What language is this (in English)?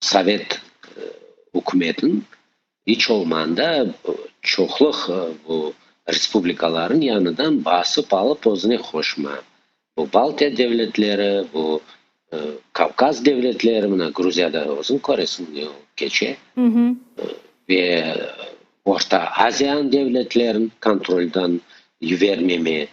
Crimean Tatar